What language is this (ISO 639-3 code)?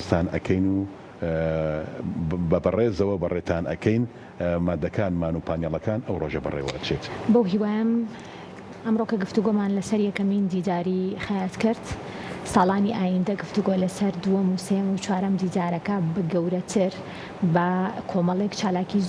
ckb